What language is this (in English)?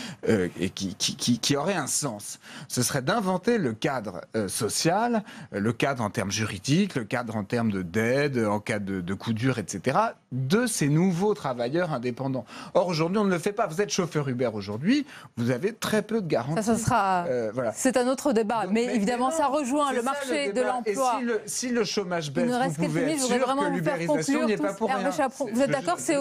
French